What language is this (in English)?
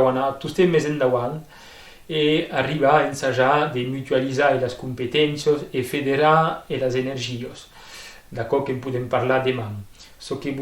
Occitan